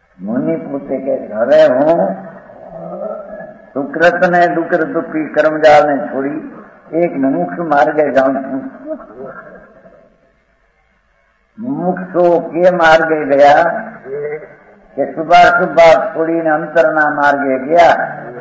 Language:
Gujarati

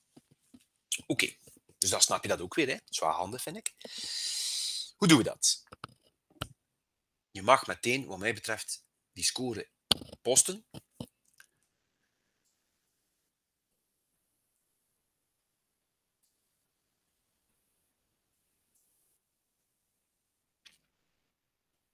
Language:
Dutch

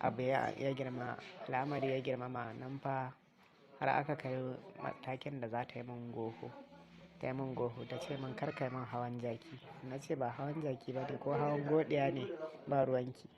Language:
Hausa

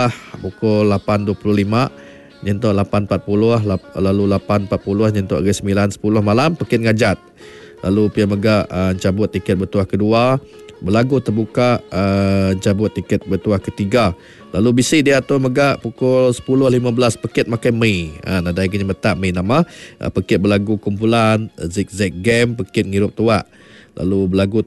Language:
Iban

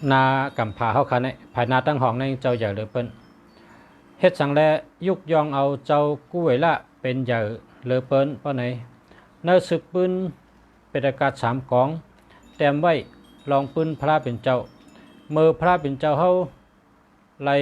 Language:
Shan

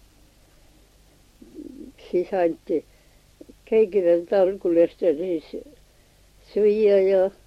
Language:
Estonian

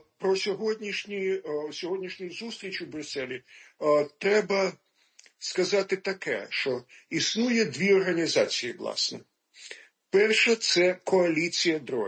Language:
Ukrainian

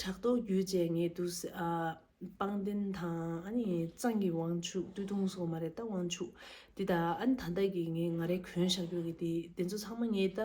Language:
Tibetan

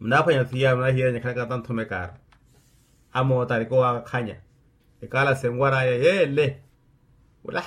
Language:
Makhuwa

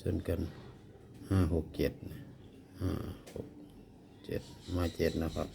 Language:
Northeastern Thai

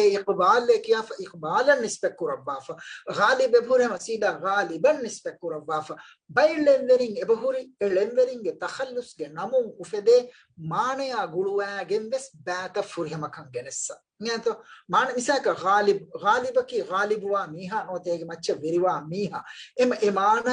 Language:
Divehi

